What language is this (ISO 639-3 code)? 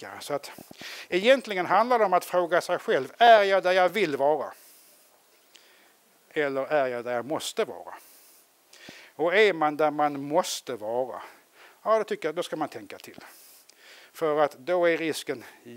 swe